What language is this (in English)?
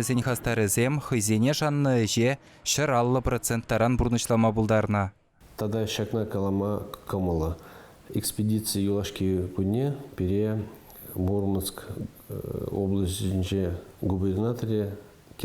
Chuvash